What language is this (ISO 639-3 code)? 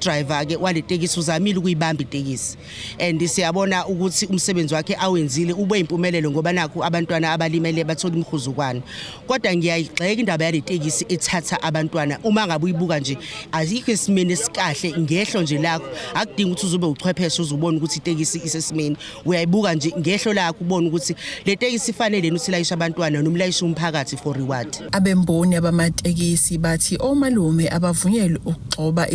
zul